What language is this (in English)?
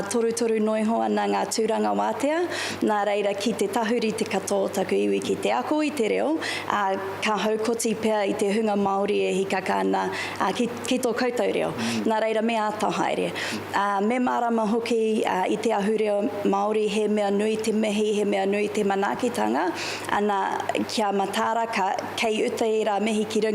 Māori